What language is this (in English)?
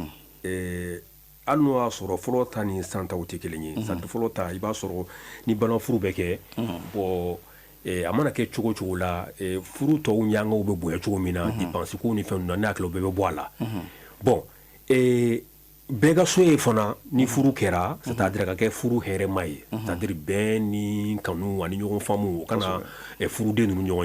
Bambara